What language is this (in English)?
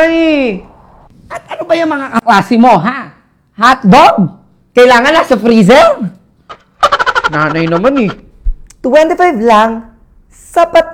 Filipino